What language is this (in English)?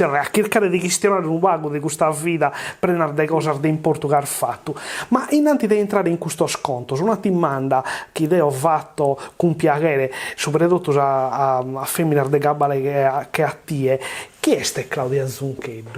Sardinian